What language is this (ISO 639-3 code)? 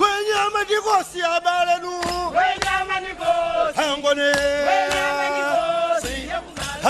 nya